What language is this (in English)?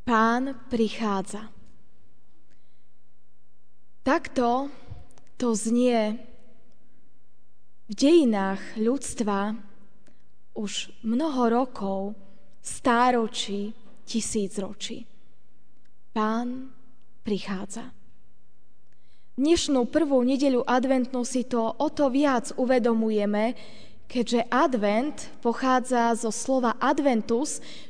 Slovak